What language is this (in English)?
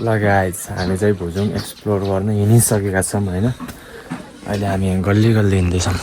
Nepali